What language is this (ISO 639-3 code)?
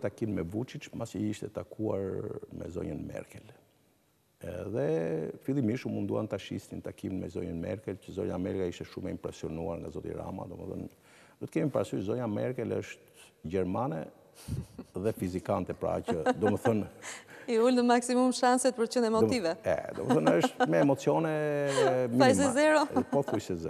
sqi